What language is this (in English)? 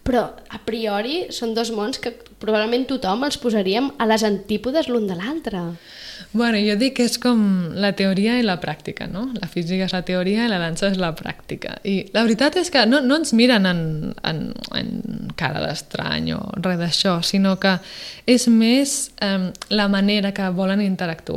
Catalan